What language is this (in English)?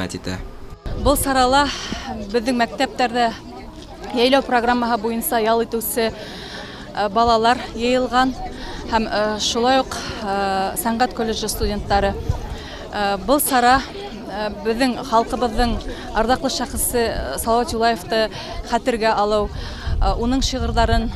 Bashkir